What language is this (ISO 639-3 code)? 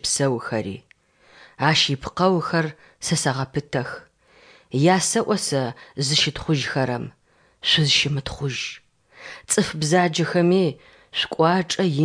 ady